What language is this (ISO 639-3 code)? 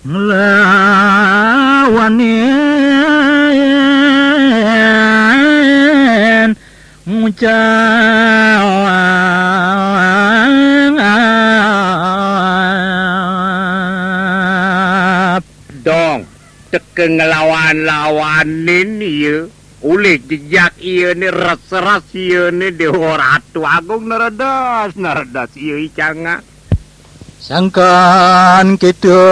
ban